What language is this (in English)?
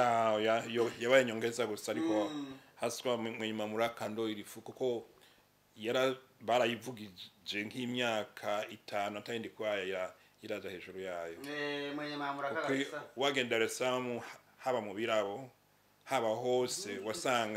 Rundi